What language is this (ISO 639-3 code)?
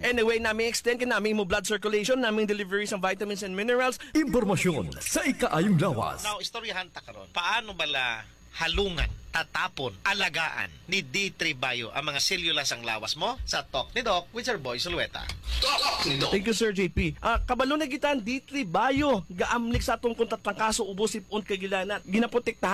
hil